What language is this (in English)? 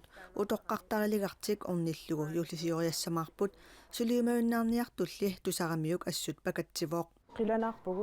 Kalaallisut